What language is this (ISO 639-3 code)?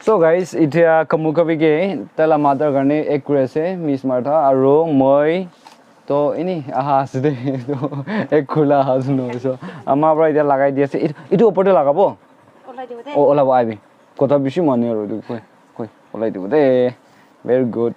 nag